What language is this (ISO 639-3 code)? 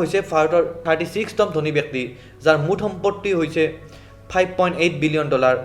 asm